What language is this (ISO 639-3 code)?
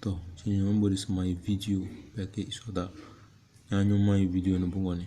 kdh